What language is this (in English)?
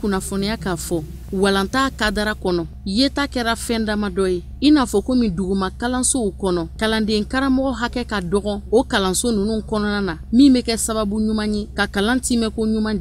Bambara